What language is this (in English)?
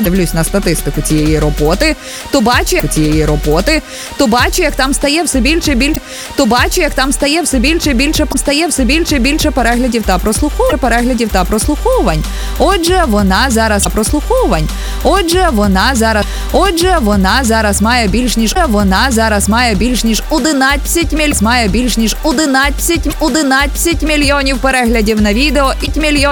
Ukrainian